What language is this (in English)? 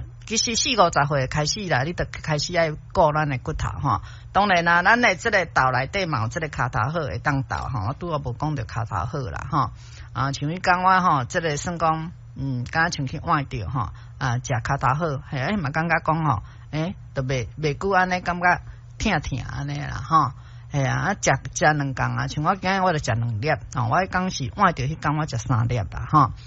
Min Nan Chinese